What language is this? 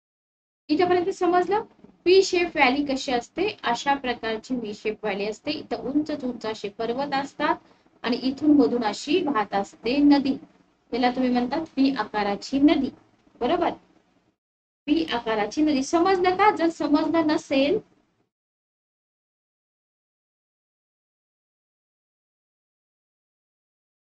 Marathi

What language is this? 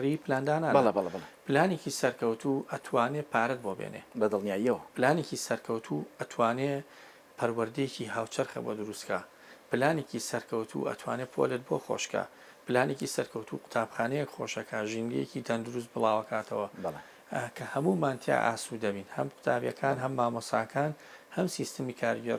Central Kurdish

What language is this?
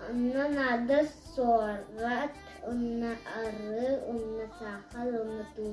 Yakut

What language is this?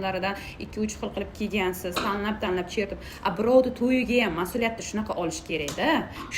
Uzbek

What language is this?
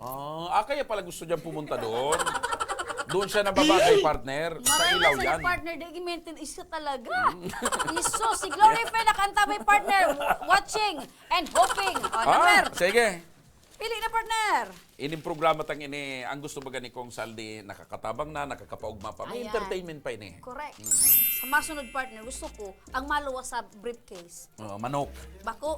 Bikol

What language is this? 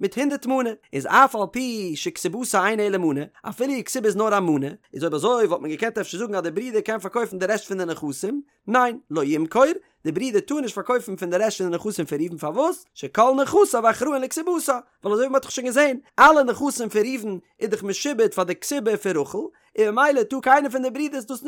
Yiddish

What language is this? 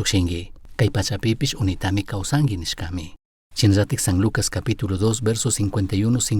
Chimborazo Highland Quichua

